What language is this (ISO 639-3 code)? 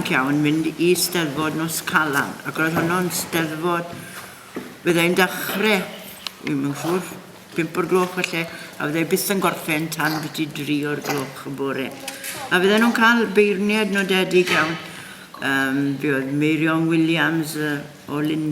cym